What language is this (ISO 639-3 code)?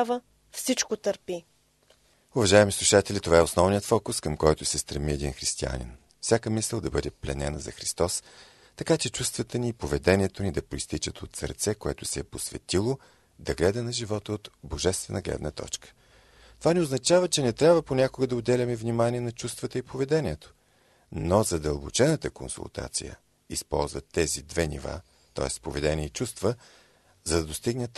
bul